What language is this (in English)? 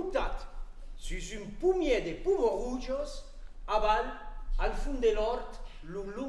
Occitan